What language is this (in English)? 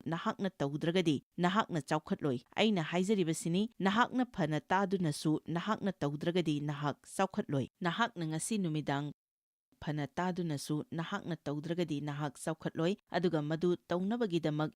Manipuri